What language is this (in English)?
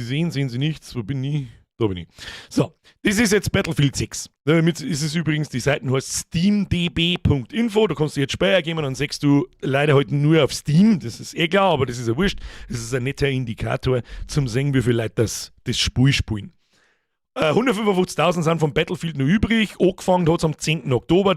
Bavarian